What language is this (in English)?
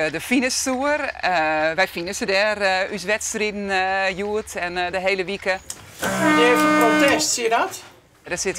Western Frisian